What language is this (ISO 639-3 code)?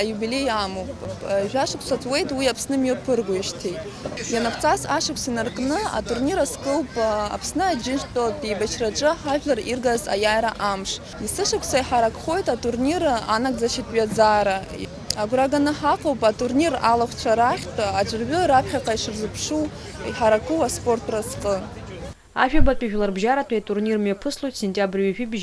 abk